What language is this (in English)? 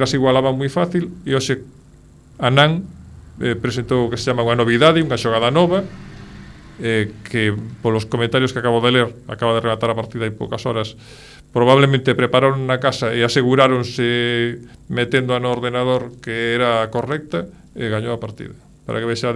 Galician